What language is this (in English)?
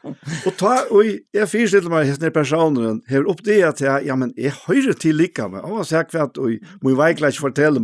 Faroese